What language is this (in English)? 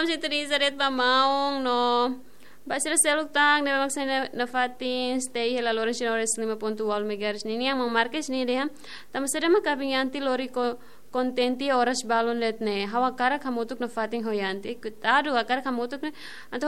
Tetum